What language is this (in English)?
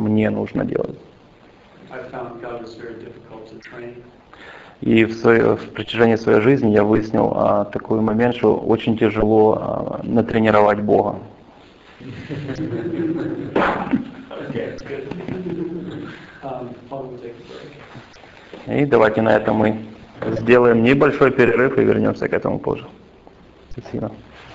Russian